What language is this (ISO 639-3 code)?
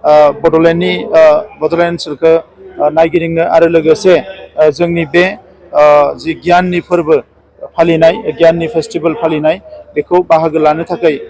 brx